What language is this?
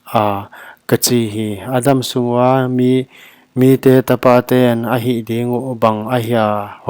Paite Chin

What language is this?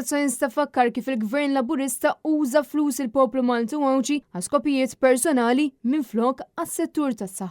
Maltese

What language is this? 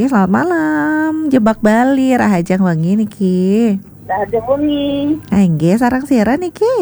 Balinese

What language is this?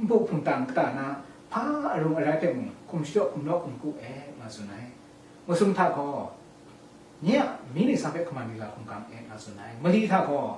Kachin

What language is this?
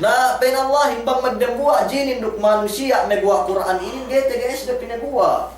Yakan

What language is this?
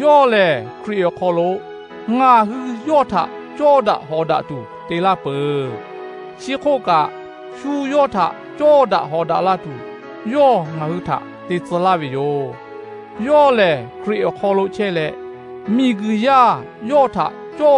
Lahu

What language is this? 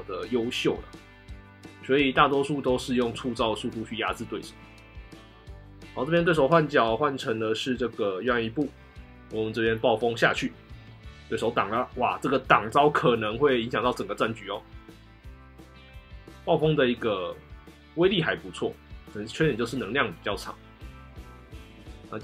Chinese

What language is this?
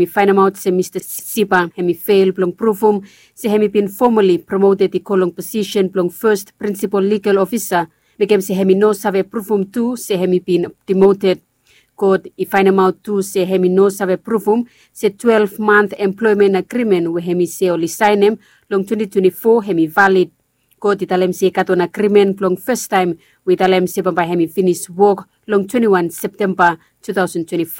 Bislama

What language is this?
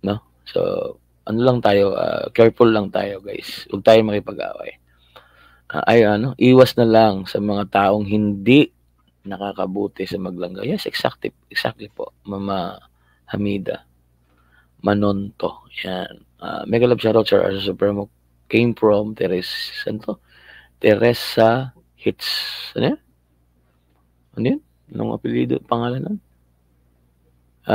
Filipino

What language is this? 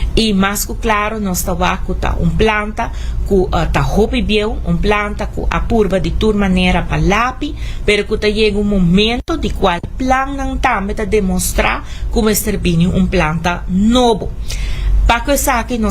Papiamento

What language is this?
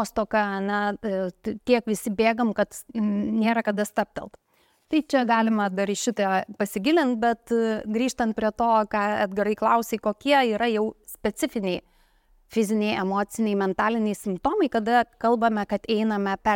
Lithuanian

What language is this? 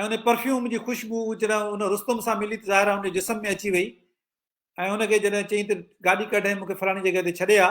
Sindhi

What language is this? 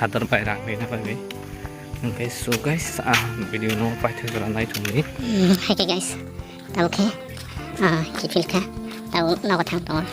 Kok Borok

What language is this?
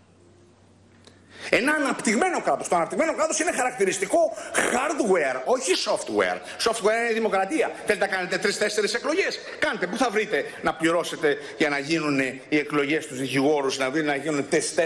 Greek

